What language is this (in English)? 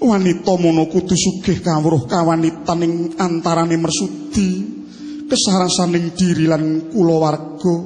Javanese